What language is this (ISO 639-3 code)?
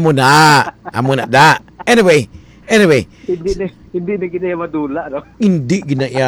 hil